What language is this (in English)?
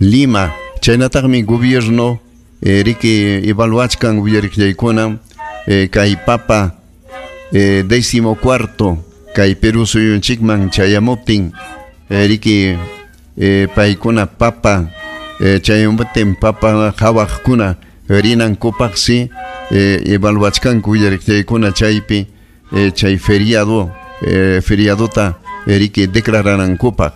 Ayacucho Quechua